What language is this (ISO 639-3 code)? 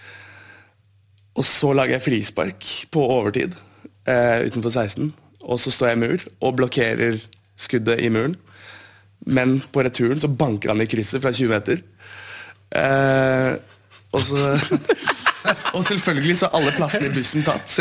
nor